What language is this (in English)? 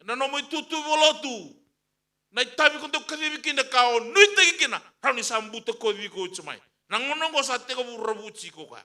Fijian